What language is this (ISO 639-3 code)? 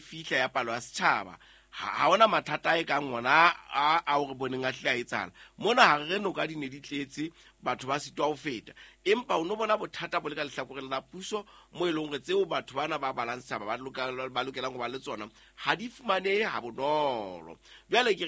sot